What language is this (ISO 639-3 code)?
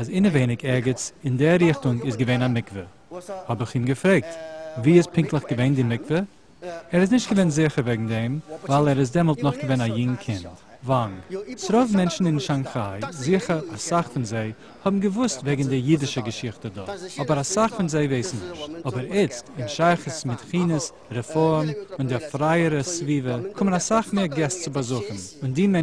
yid